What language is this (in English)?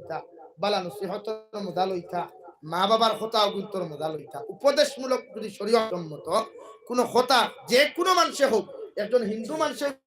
Sylheti